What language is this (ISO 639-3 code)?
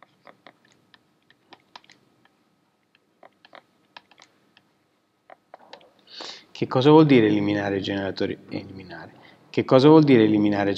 ita